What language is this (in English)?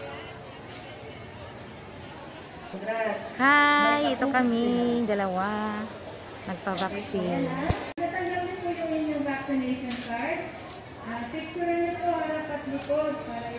Filipino